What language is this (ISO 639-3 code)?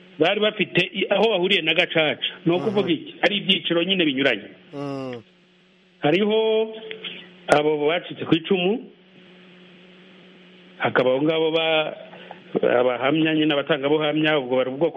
kin